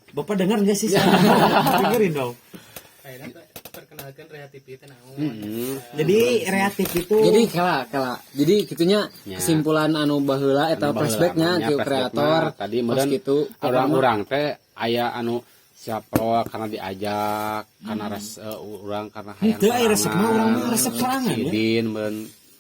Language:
Sundanese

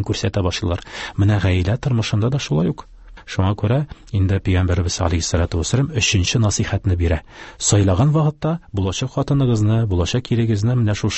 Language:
Tatar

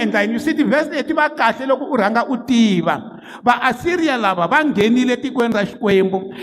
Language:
Tsonga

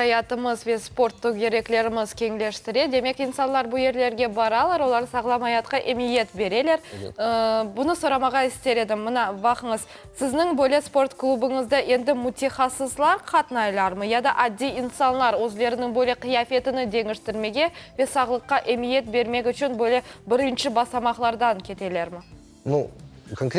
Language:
Crimean Tatar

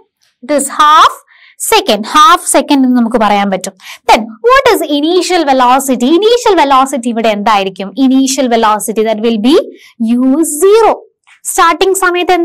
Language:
Malayalam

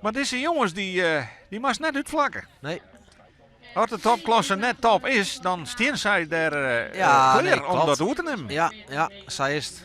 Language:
Western Frisian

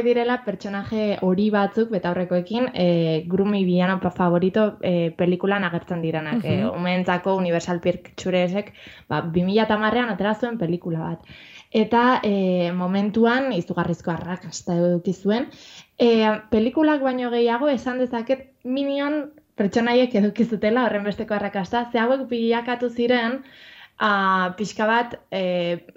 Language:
Basque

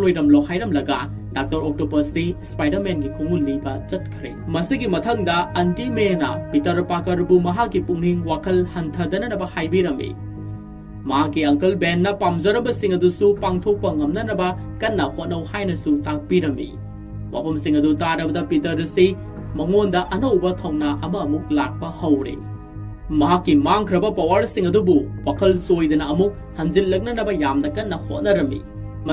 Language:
Manipuri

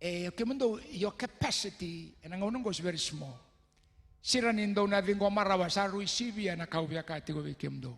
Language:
Fijian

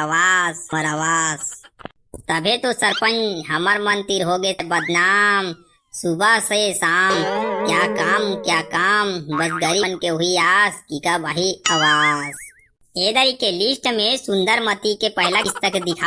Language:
Chhattisgarhi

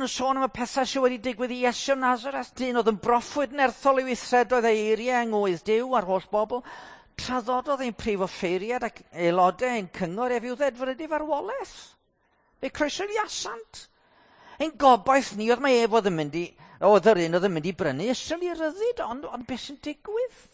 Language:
Welsh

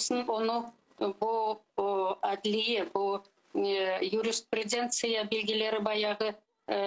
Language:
Crimean Tatar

